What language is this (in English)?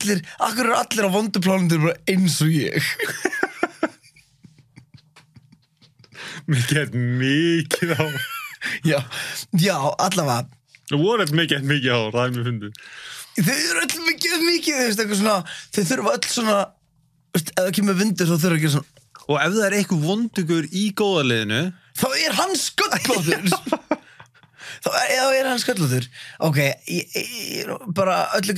Icelandic